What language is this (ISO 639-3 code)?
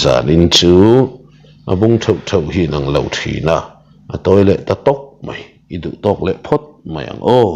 lus